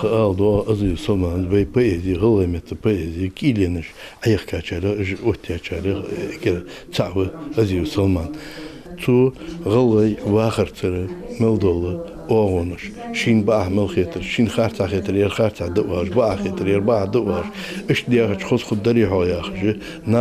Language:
Ingush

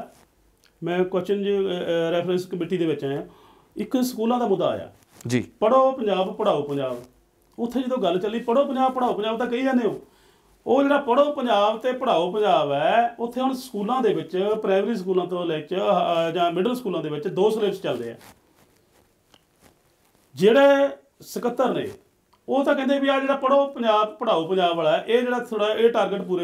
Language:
Punjabi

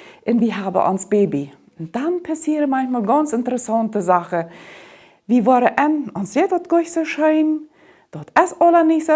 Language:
Plautdietsch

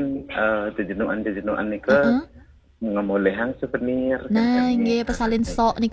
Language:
Balinese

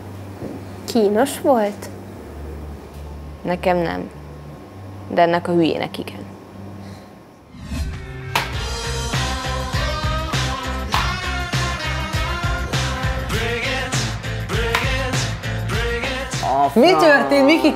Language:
Hungarian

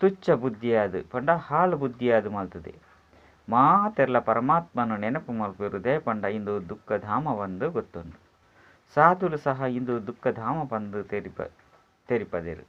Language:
Tulu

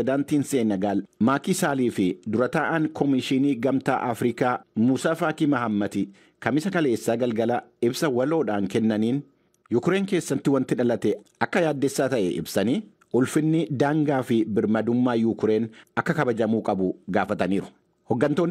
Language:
Oromo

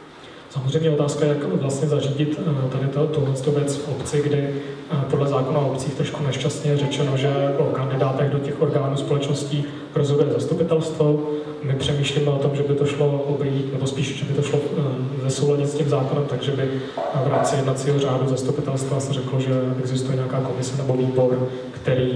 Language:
Czech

